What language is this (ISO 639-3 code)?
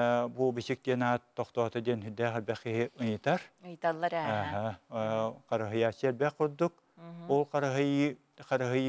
sah